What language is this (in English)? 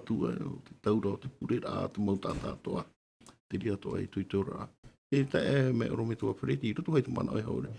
Tahitian